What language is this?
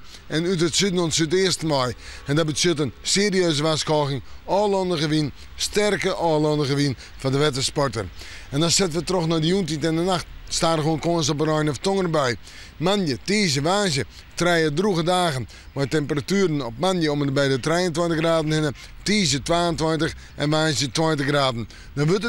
Western Frisian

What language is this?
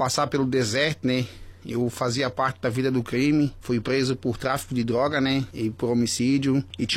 Portuguese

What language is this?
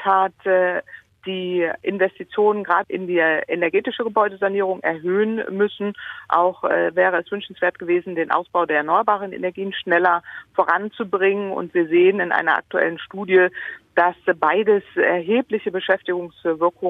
German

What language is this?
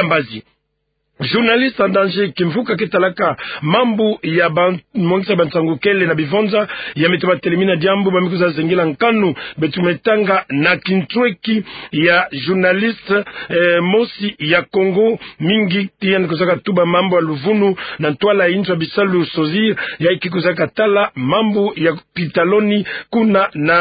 Kituba (Democratic Republic of Congo)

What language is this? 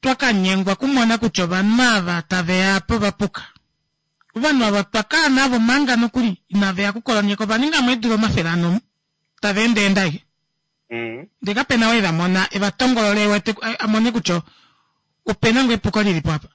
Kuanyama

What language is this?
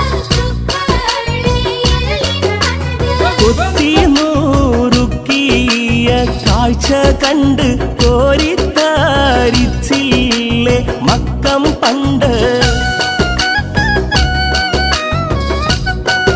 Malayalam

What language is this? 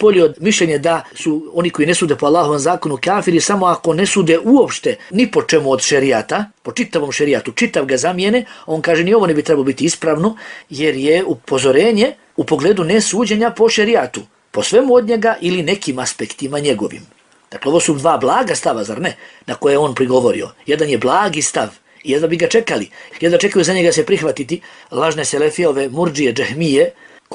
Bosnian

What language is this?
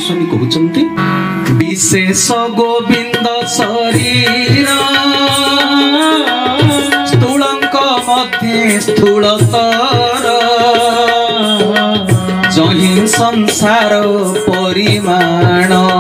Odia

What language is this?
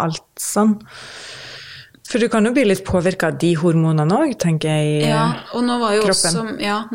Norwegian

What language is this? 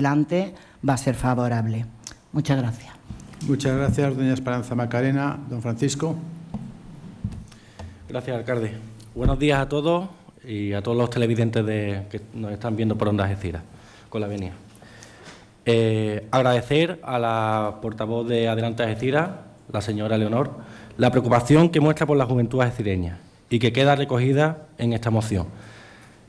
Spanish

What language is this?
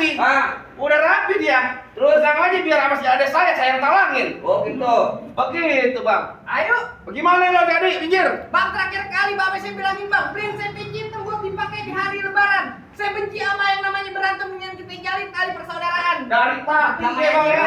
Betawi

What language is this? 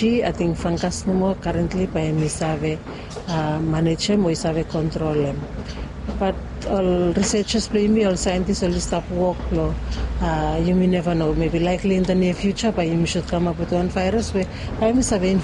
Bislama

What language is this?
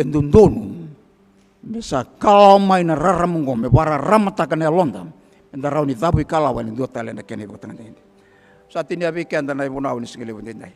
Fijian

